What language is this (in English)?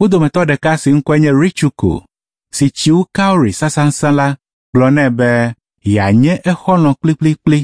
Ewe